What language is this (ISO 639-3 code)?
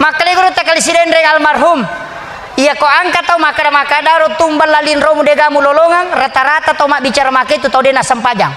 bug